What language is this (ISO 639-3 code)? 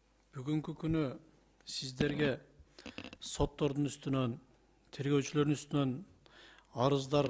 kir